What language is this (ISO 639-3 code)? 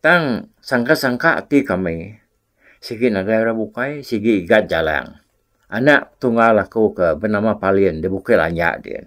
iba